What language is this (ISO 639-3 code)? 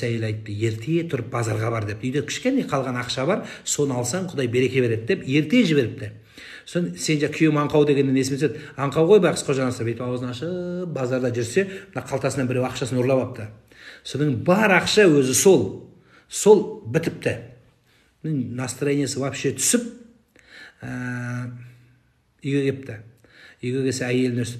kaz